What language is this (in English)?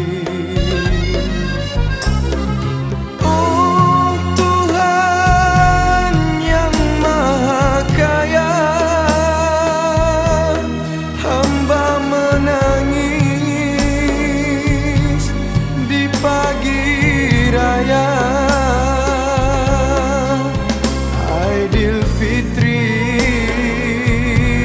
Malay